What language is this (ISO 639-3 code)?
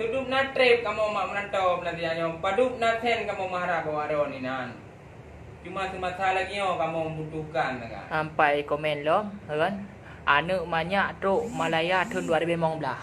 ace